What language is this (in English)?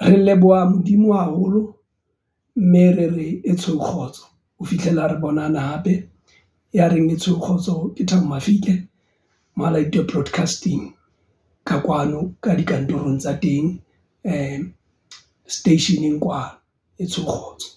Southern Sotho